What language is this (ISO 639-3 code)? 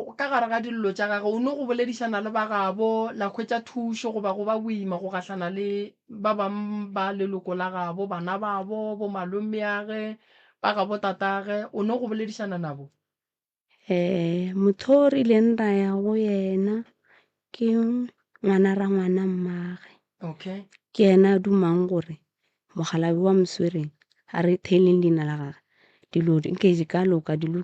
nso